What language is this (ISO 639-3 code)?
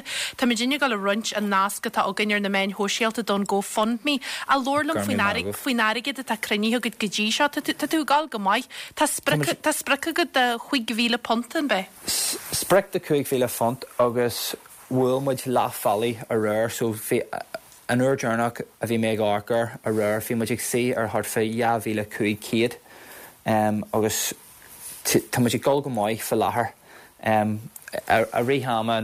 gle